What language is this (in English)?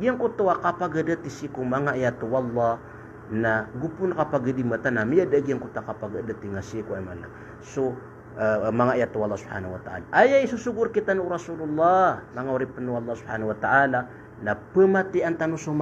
Maranao